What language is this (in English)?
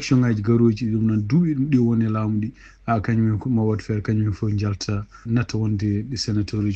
Fula